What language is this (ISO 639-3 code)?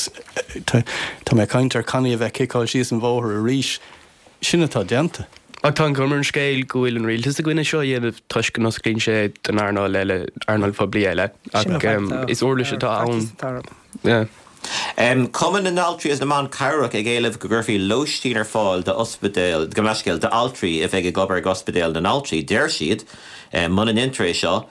gle